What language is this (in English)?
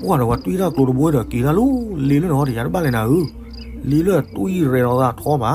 S'gaw Karen